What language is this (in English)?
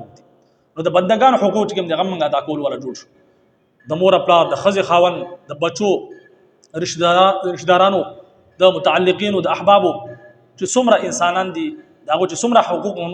Pashto